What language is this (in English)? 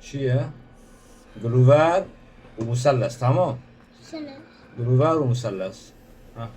Kurdish